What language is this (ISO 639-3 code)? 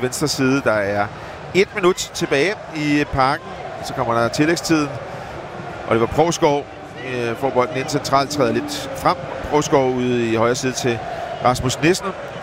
dan